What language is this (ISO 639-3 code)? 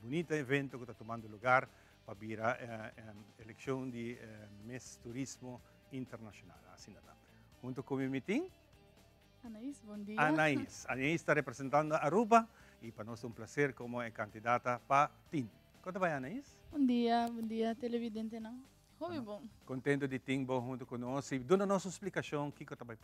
pap